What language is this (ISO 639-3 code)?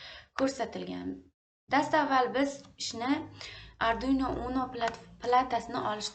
uzb